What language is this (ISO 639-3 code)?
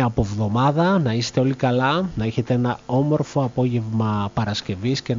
ell